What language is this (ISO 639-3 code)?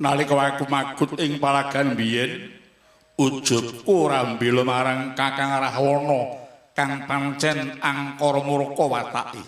jav